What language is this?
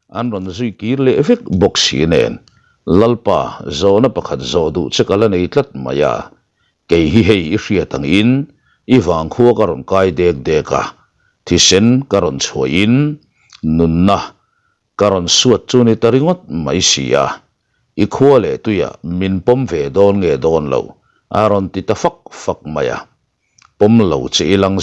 Mizo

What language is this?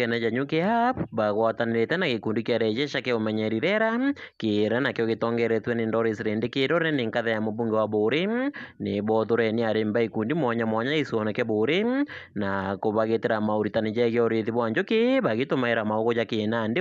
Meru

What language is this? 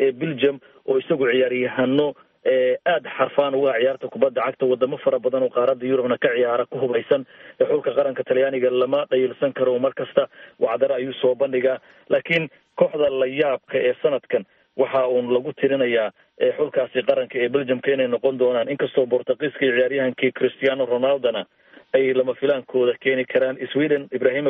Somali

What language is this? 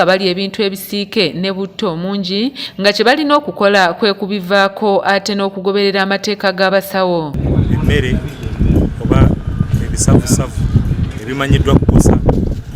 Ganda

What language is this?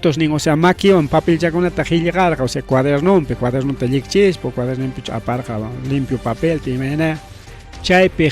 Ayacucho Quechua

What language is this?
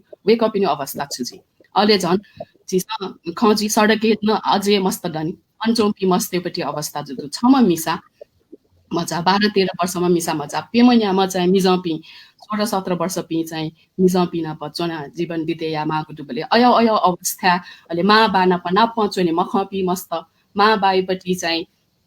Newari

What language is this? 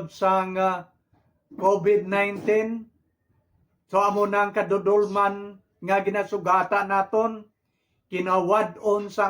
Hiligaynon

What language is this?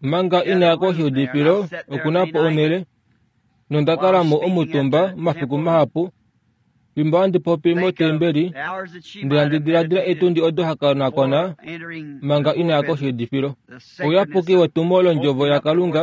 Kuanyama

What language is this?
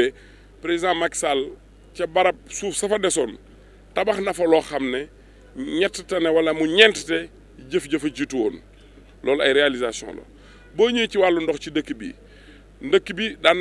Wolof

